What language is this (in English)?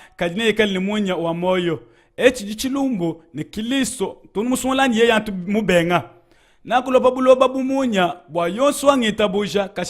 Luba-Lulua